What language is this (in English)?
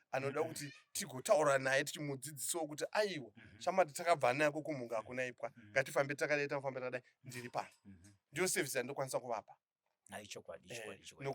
Shona